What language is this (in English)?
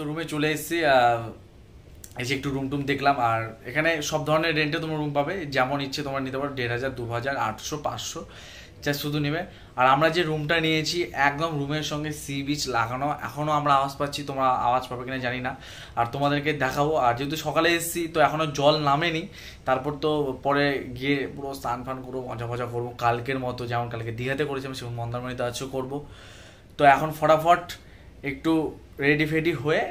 Bangla